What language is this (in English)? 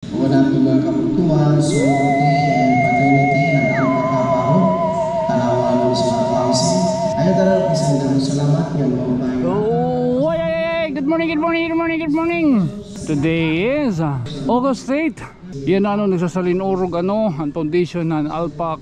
Waray